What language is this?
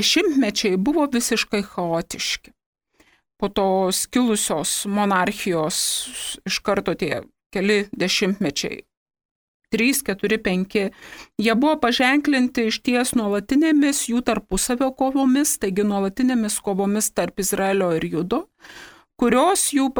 Lithuanian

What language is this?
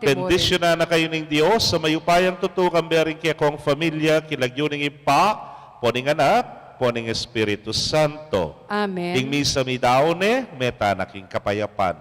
Pampanga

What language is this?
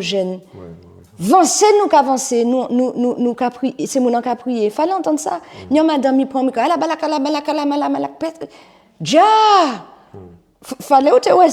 Guadeloupean Creole French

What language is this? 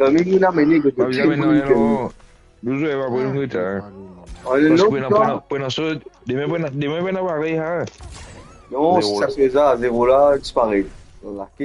Morisyen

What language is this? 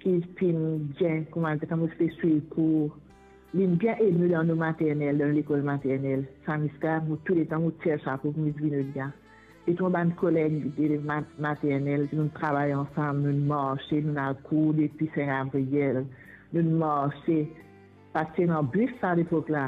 Morisyen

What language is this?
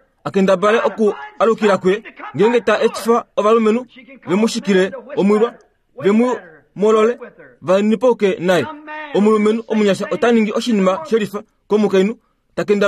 Kuanyama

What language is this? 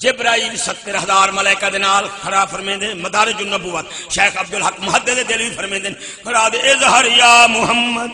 Saraiki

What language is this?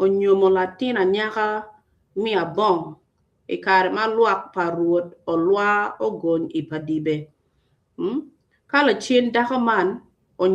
Acoli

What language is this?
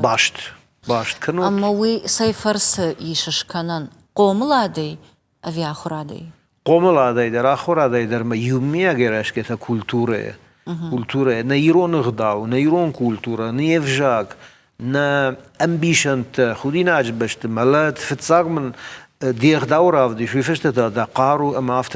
Ossetic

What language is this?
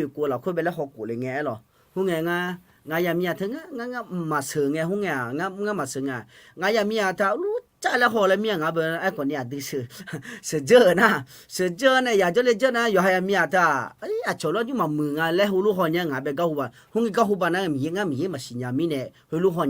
Akha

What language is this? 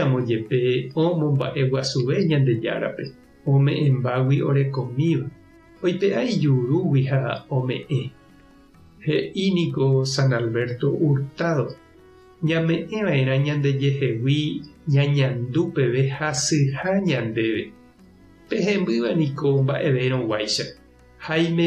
Guarani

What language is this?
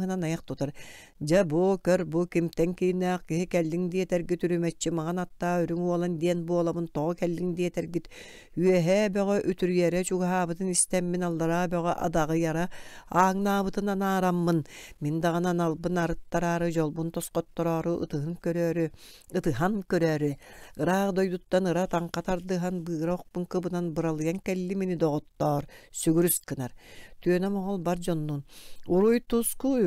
Yakut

